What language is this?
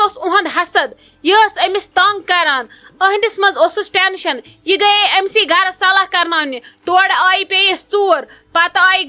Kashmiri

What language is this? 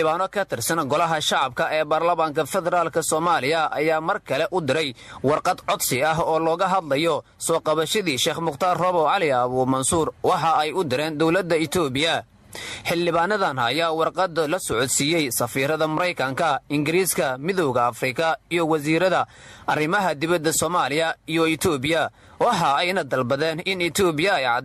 Somali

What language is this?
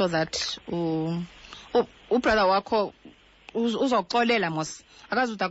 Xhosa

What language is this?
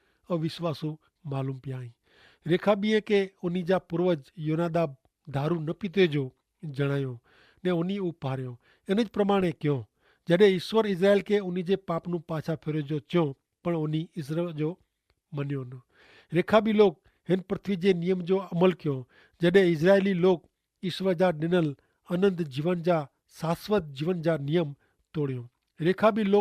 Kachhi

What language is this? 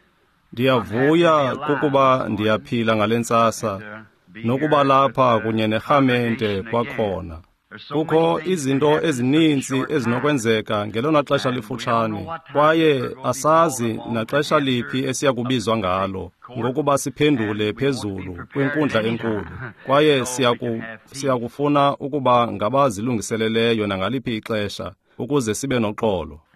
Xhosa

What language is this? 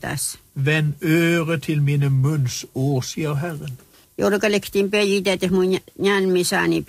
Norwegian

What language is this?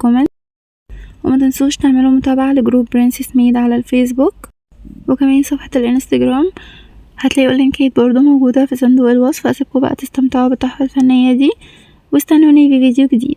Egyptian Arabic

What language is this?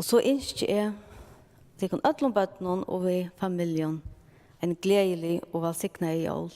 Faroese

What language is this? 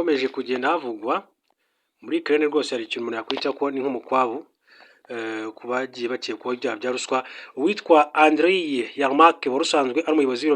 Kinyarwanda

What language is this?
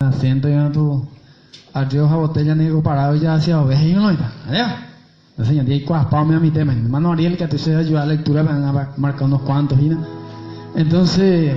Guarani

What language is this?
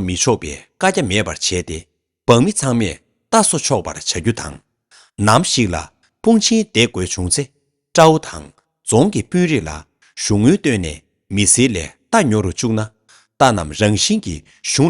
Tibetan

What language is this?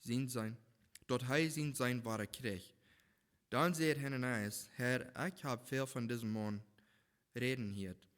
Plautdietsch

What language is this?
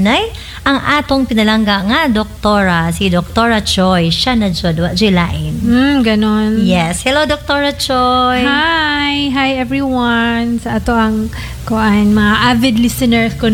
Cebuano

